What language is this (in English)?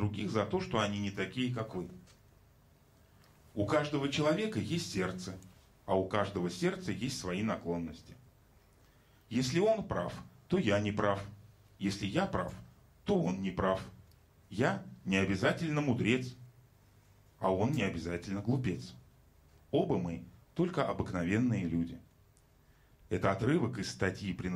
Russian